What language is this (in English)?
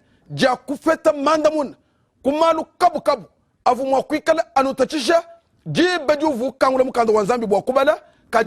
Luba-Lulua